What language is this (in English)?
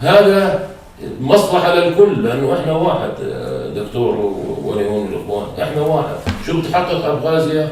North Levantine Arabic